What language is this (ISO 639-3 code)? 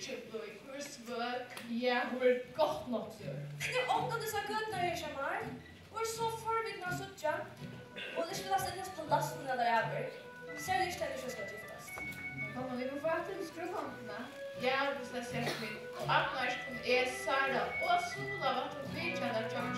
fao